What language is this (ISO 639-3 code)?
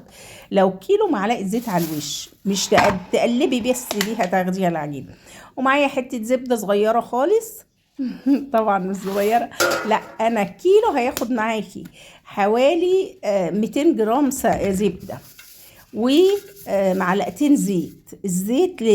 arz